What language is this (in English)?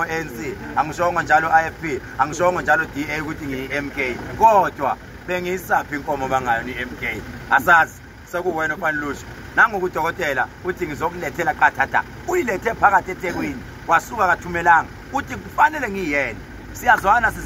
Zulu